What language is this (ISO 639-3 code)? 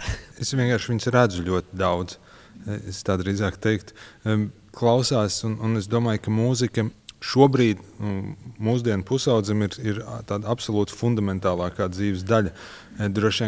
lav